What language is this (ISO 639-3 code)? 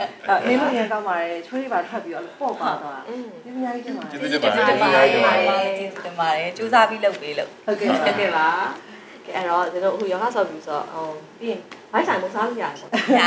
mya